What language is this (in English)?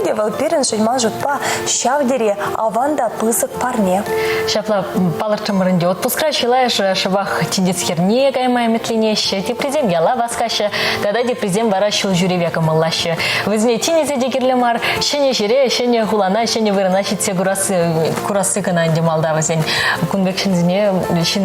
Chuvash